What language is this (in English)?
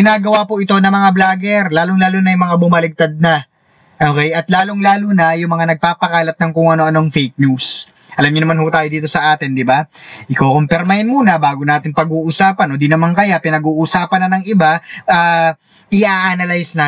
Filipino